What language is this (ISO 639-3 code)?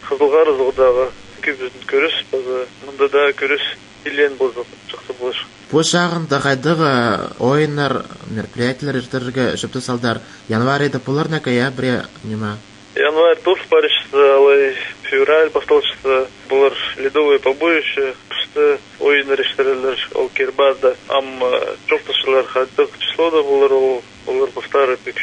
kjh